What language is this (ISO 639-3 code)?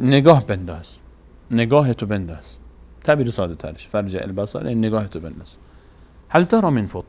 fas